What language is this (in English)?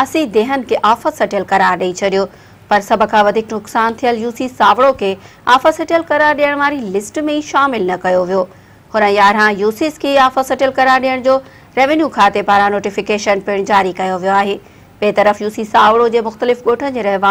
Sindhi